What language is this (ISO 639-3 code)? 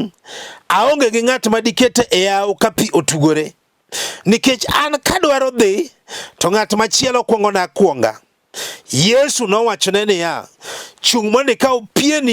luo